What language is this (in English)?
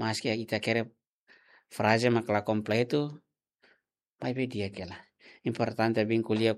Tetum